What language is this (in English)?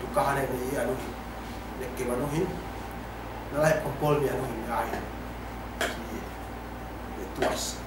Yakan